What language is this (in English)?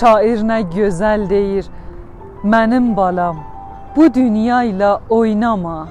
South Azerbaijani